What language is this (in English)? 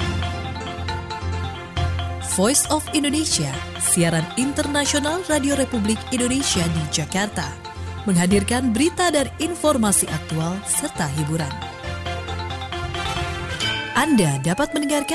Indonesian